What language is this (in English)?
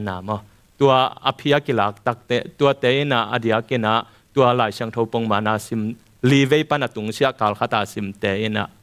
Tedim Chin